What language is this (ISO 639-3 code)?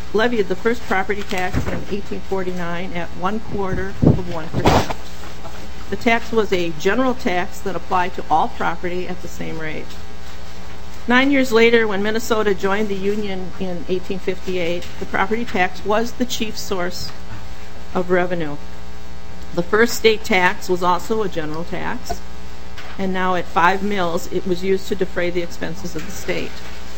eng